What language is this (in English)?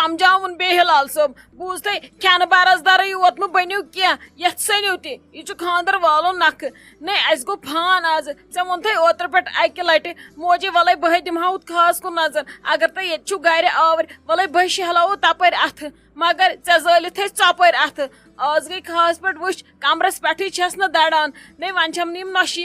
Kashmiri